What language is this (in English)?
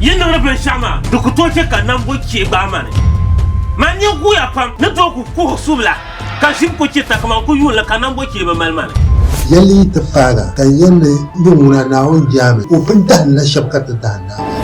Dagbani